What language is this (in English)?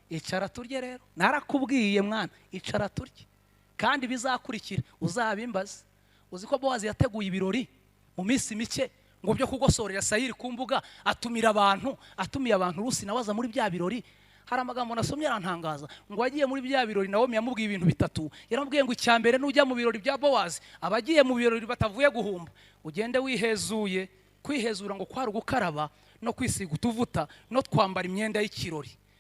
Kinyarwanda